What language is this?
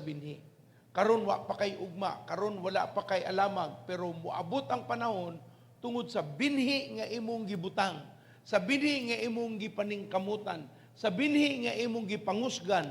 Cebuano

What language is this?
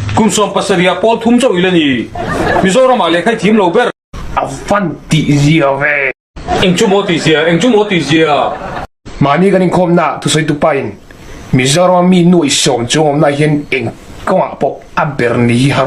Mizo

